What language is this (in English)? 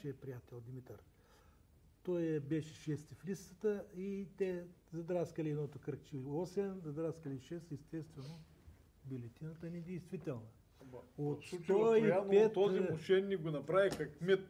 Bulgarian